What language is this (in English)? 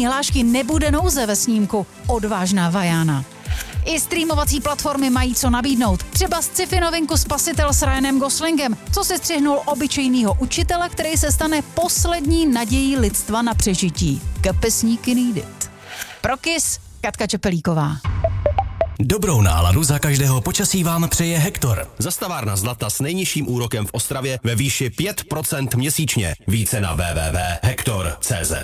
Czech